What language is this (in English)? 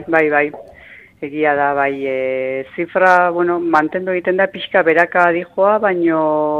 Basque